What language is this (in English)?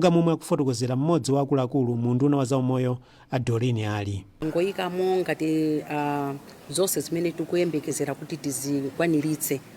Nyanja